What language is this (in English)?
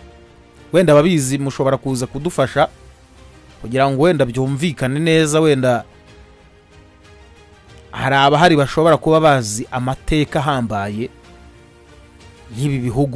Kinyarwanda